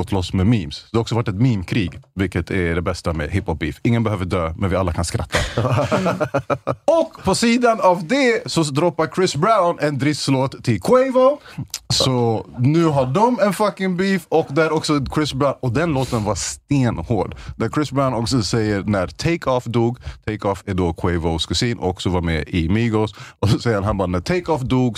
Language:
Swedish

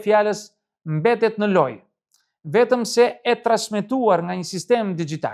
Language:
Albanian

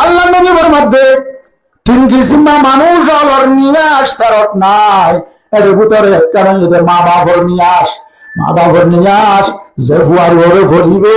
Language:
Rohingya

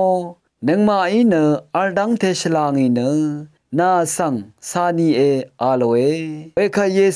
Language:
Rawang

